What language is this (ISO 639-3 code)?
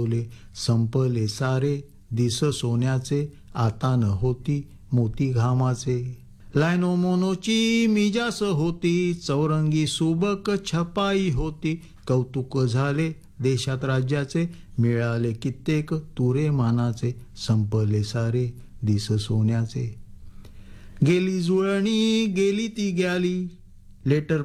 mar